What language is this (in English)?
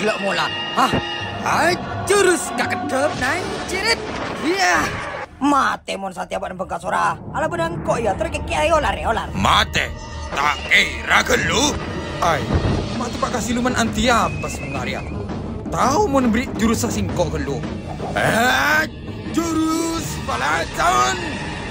Madurese